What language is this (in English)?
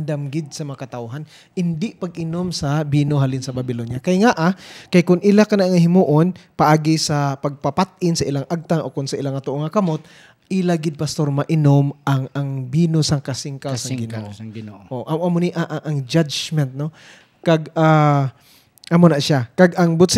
Hiligaynon